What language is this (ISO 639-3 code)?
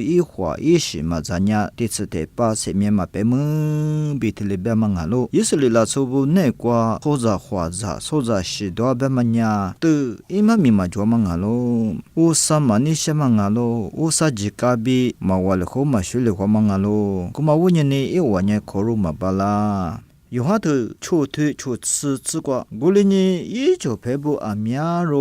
lis